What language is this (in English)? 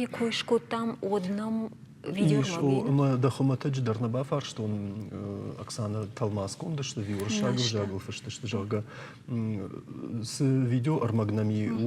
Ossetic